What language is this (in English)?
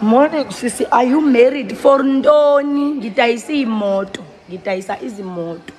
Zulu